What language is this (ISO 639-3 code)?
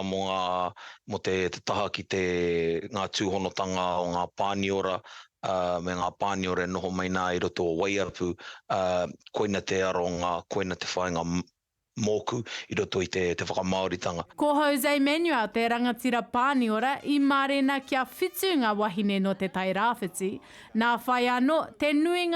mri